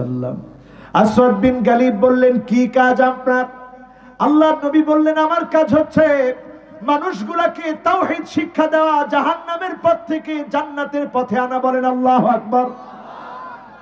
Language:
Bangla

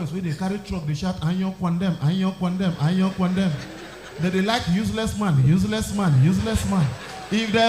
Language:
Nigerian Pidgin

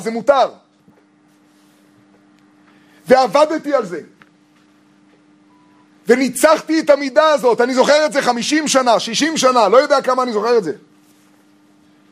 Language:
Hebrew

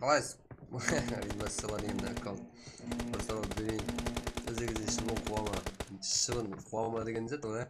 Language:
Kara-Kalpak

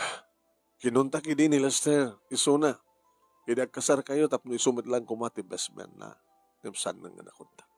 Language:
Iloko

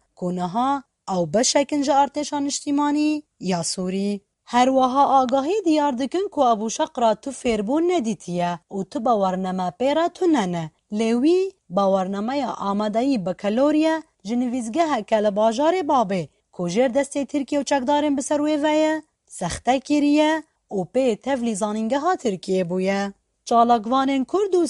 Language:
Kurdish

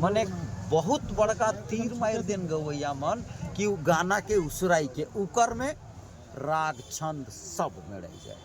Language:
Sadri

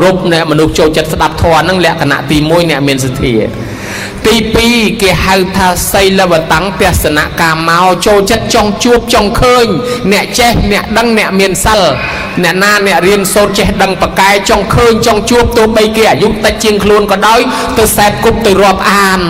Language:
Khmer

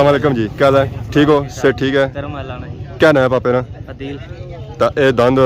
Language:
Pahari-Potwari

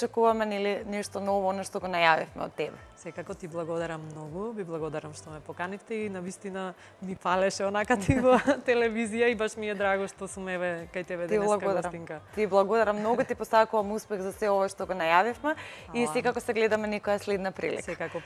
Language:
Macedonian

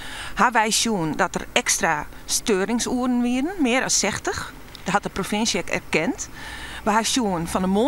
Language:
Western Frisian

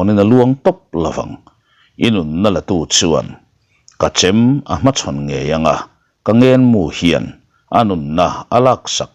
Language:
Mizo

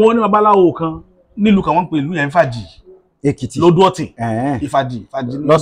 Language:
Yoruba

